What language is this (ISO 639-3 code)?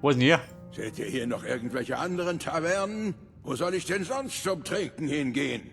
bar